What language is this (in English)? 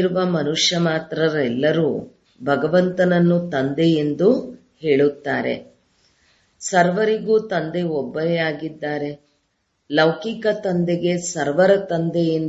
Kannada